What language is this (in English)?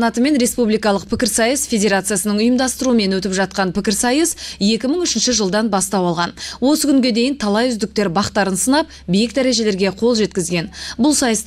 Kazakh